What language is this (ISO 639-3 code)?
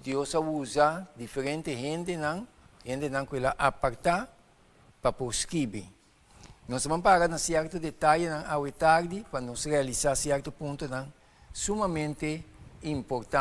pap